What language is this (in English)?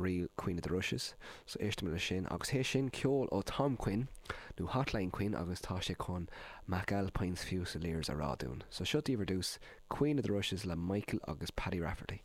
Irish